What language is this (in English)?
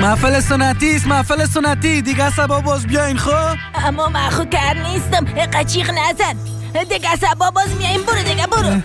Persian